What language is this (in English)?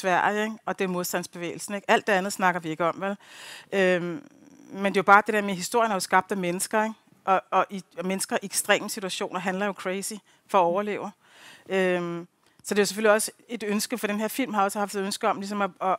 Danish